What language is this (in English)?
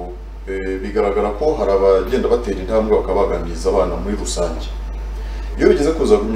Kinyarwanda